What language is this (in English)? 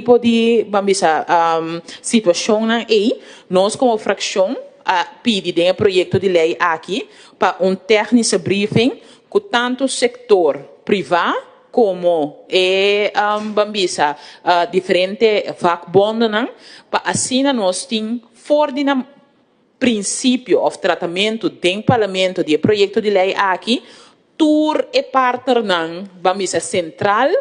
Papiamento